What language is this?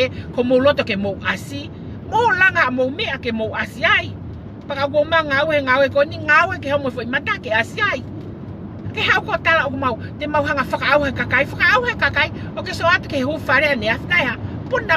Tongan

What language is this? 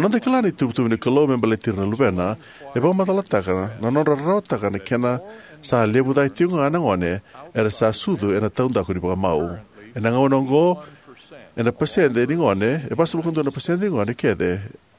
Fijian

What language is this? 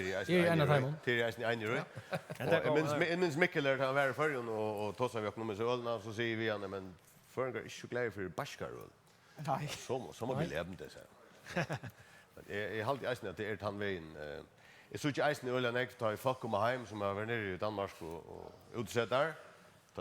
Faroese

